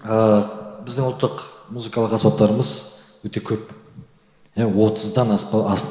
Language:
Kazakh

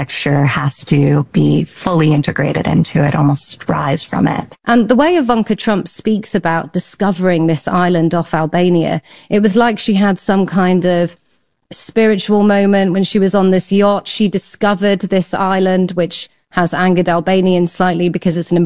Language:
English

